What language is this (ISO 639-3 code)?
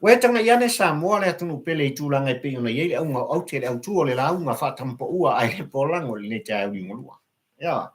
smo